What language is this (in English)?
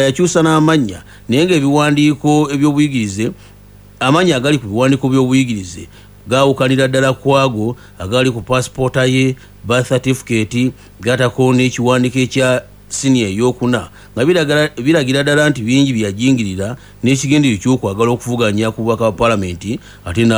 Ganda